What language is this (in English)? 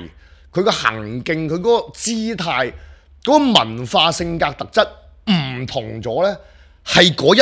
Cantonese